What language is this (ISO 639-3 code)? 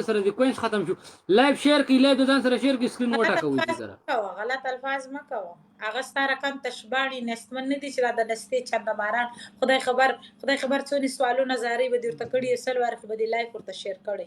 pus